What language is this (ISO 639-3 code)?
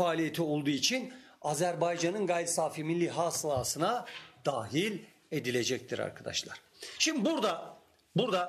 tur